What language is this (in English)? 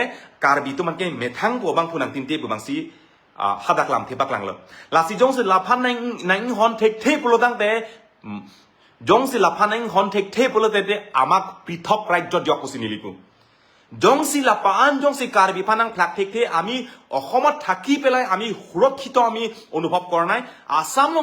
Karbi